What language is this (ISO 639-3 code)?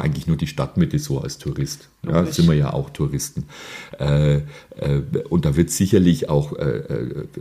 deu